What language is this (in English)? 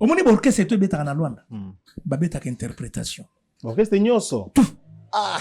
Lingala